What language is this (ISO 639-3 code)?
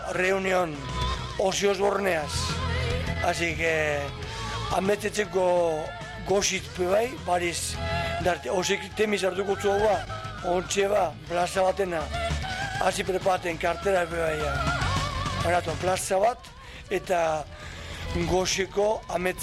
eus